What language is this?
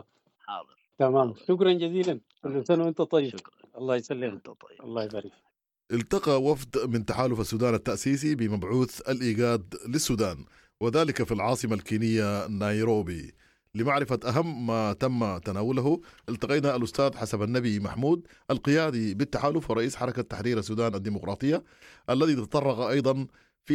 Sudanese Arabic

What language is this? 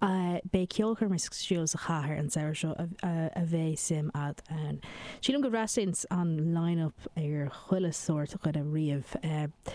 Irish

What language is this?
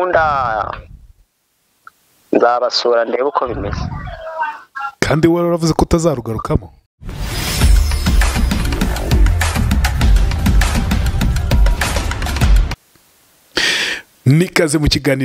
Kinyarwanda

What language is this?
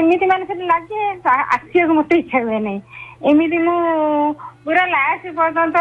Odia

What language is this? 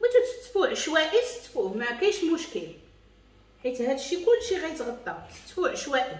Moroccan Arabic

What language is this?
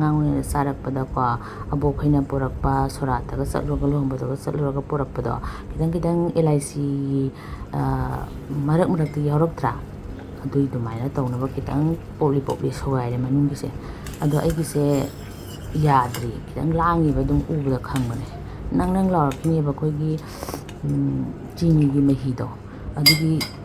Manipuri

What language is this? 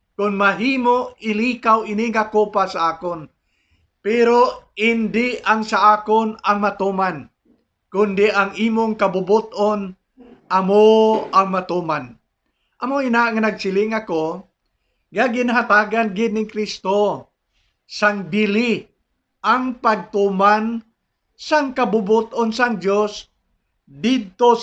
Hiligaynon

